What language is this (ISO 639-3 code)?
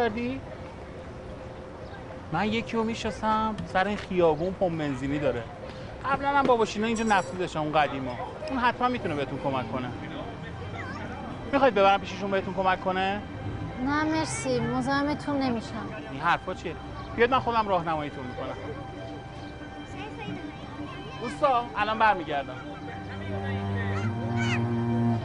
fas